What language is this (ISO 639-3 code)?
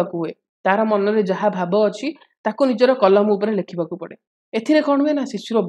ori